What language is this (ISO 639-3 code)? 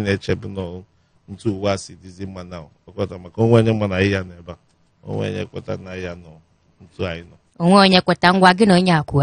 ibo